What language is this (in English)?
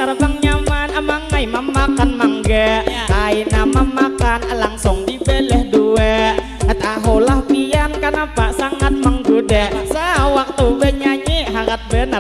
Banjar